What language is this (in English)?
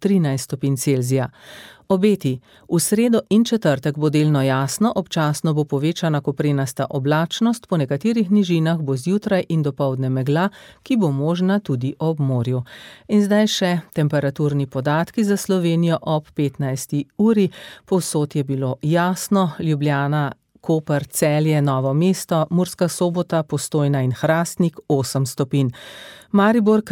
Slovenian